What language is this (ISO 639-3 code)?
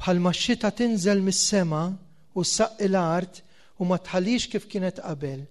mlt